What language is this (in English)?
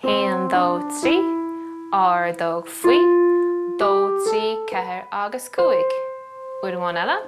Irish